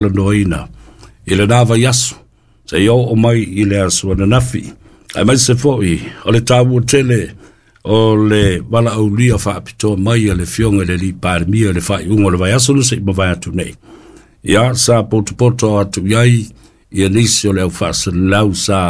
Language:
Samoan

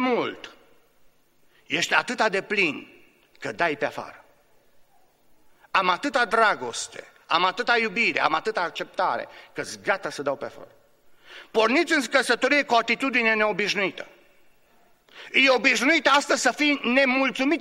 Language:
Romanian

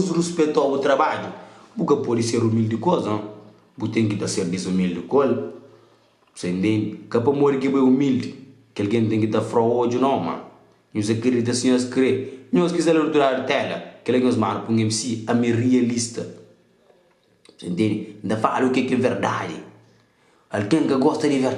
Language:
Kabuverdianu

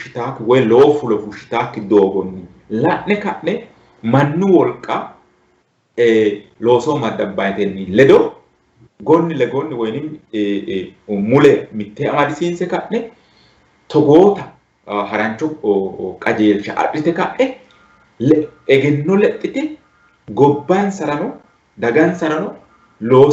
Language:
Sidamo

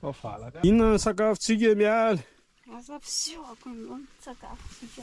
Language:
Malagasy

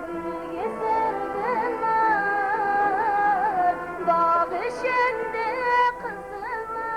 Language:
Kara-Kalpak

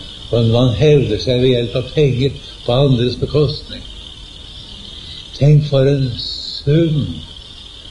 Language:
Norwegian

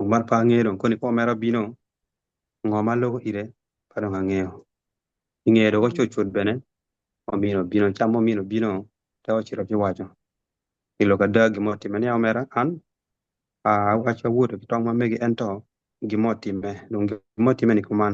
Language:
Acoli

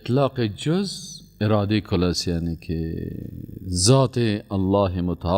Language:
Persian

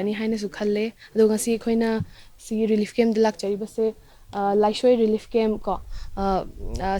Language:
Manipuri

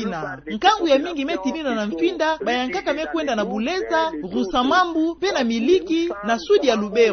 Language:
Kituba (Democratic Republic of Congo)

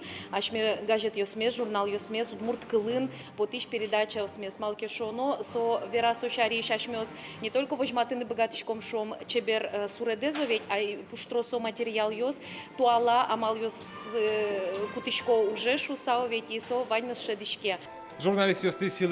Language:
Udmurt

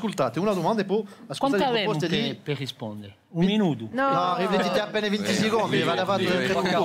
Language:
Corsican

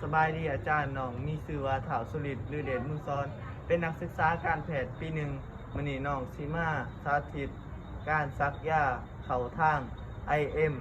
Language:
Lao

